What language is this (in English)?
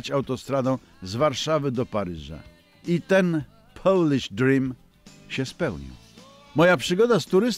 Polish